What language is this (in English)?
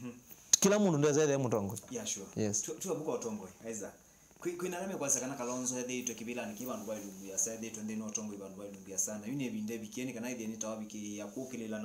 Kamba